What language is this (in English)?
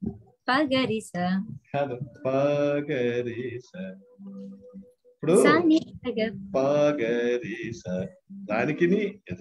Telugu